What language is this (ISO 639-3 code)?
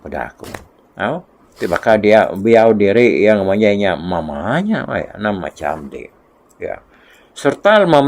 iba